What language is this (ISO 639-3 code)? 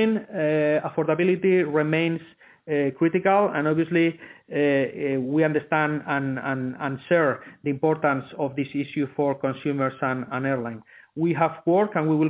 eng